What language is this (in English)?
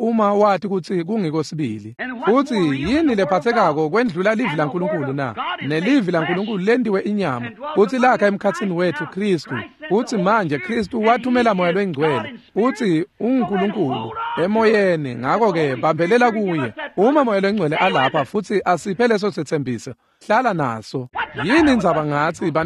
Swati